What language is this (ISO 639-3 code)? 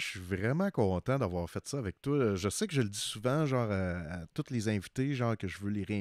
fra